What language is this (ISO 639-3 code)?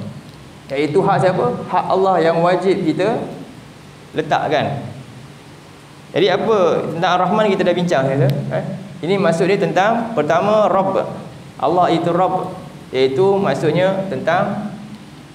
msa